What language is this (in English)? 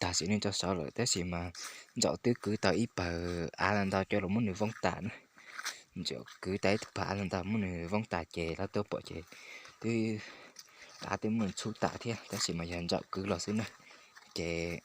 Hmong